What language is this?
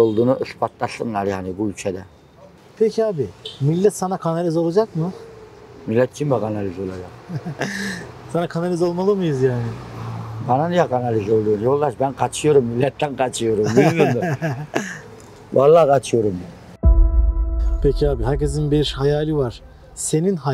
Turkish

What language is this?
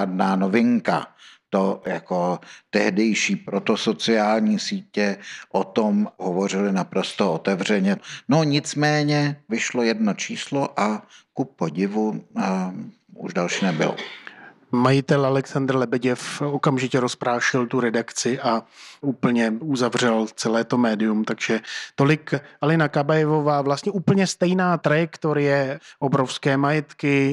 Czech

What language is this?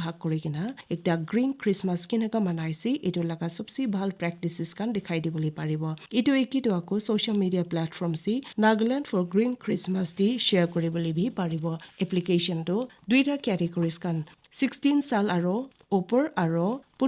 Naga Pidgin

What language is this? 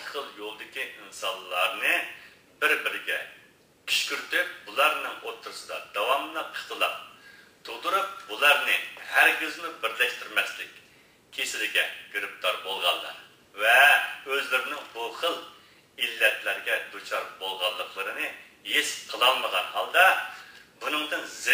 Uyghur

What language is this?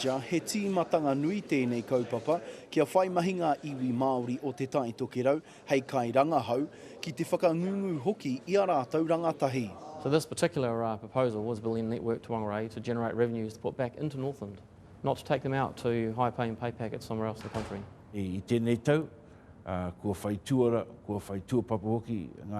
Māori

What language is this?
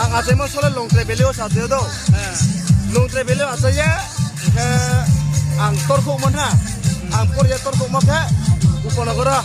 Riang (India)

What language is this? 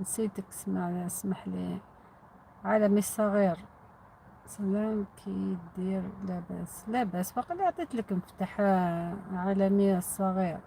Algerian Arabic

